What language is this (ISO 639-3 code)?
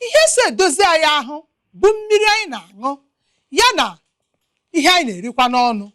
ibo